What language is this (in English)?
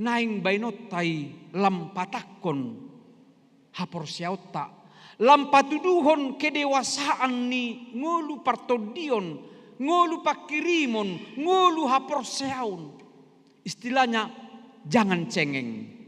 Batak Toba